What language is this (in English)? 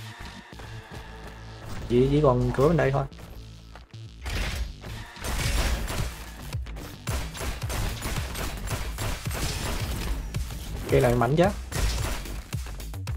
Vietnamese